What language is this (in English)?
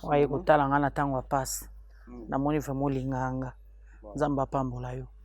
Lingala